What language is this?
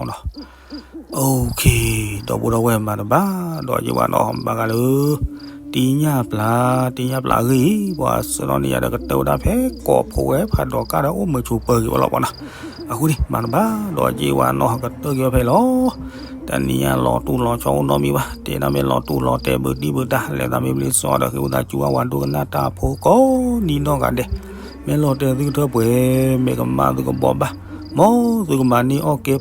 S'gaw Karen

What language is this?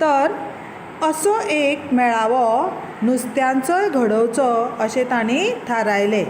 Konkani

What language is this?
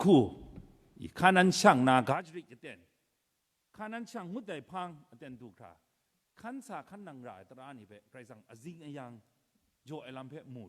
Kachin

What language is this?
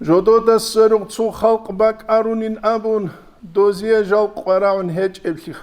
Avaric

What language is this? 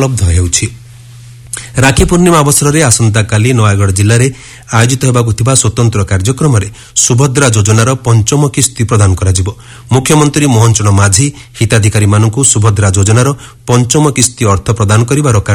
Odia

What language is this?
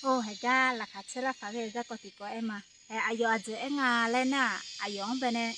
Akha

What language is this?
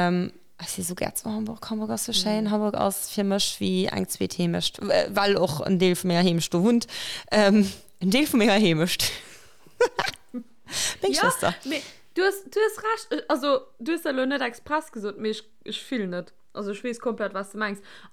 Luxembourgish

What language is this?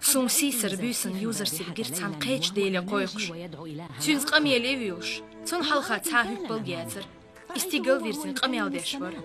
Chechen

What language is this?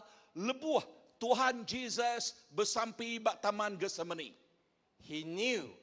Iban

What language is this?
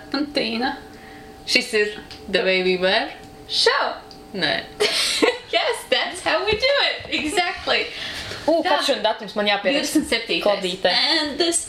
Latvian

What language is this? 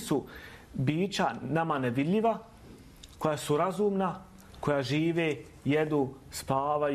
Bosnian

